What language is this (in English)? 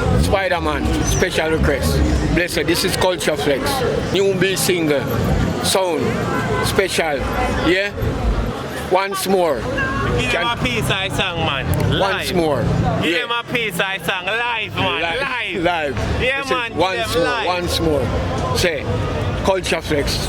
Jamaican Creole English